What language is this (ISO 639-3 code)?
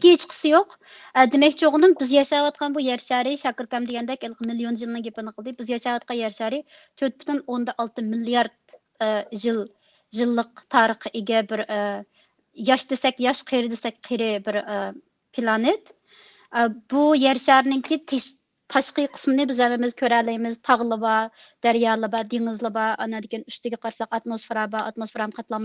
uig